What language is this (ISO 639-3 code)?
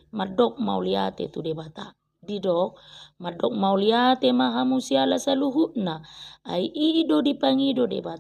bbc